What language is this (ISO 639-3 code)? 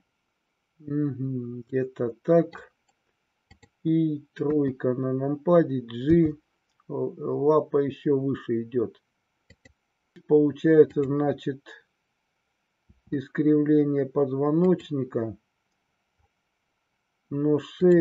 rus